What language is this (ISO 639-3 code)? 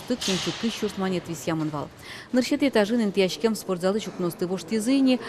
udm